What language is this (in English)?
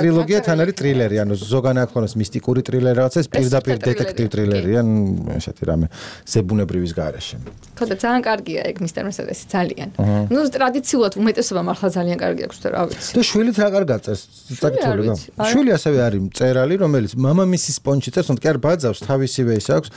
Georgian